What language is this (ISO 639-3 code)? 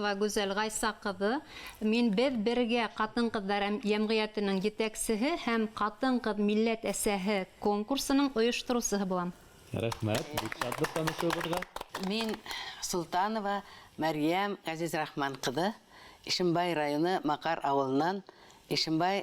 bak